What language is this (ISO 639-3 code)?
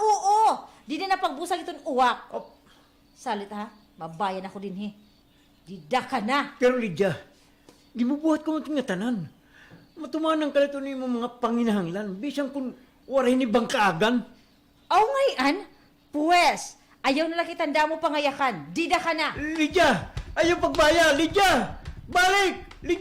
war